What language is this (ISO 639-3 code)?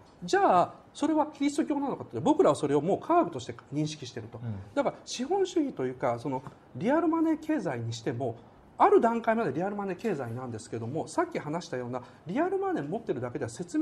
jpn